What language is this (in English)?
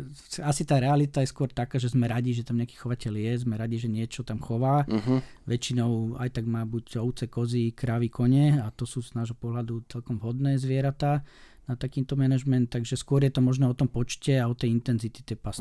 Slovak